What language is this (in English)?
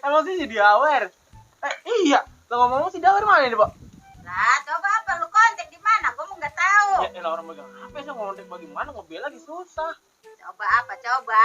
Betawi